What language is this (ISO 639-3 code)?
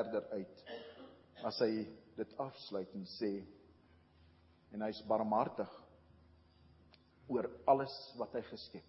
afr